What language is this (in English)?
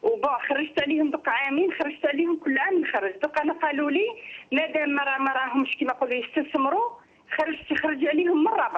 Algerian Arabic